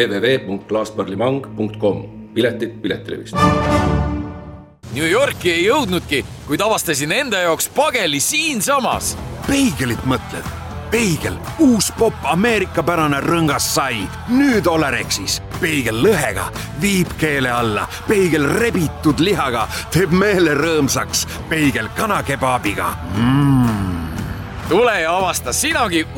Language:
Estonian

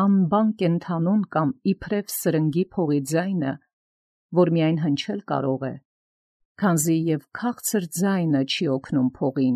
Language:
Armenian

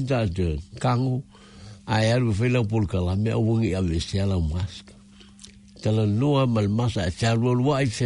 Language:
Samoan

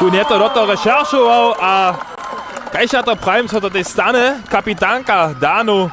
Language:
Upper Sorbian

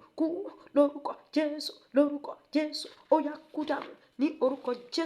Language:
Yoruba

